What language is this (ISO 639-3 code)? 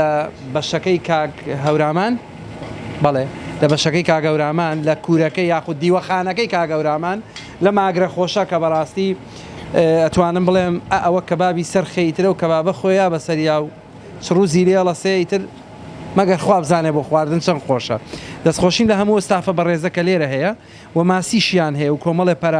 ckb